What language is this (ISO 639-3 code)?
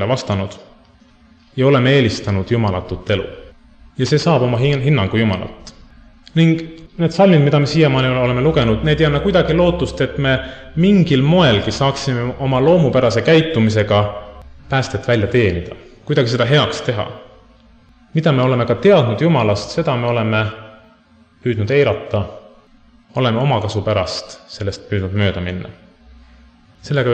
est